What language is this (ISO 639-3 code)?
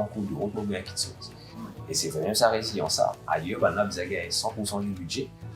mfe